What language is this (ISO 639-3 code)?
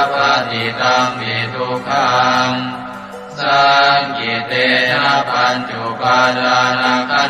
pli